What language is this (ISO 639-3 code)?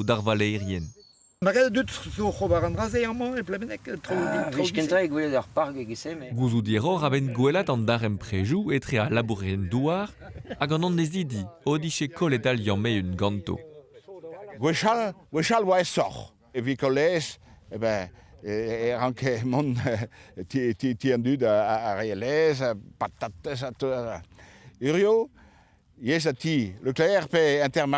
bre